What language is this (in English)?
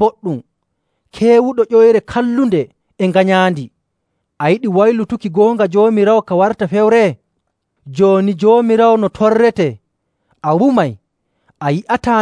Nigerian Fulfulde